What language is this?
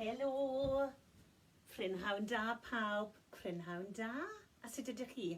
Welsh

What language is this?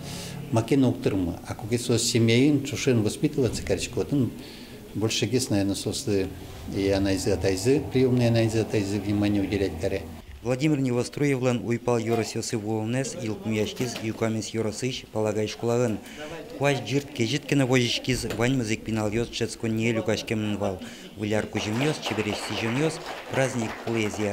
Udmurt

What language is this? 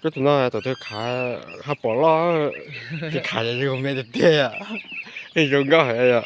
Hmong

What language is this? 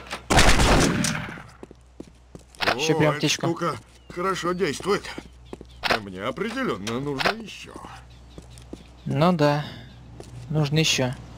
Russian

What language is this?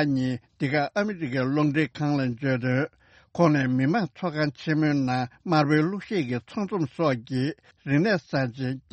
Tibetan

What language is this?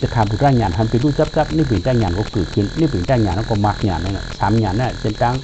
Shan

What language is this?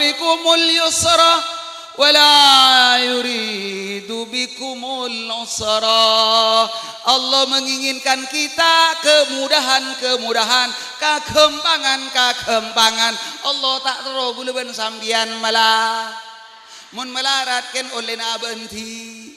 Madurese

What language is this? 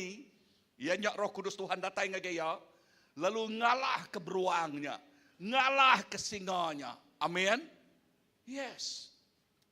Iban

